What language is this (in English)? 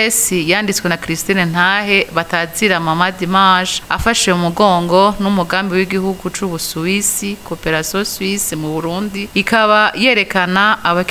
Rundi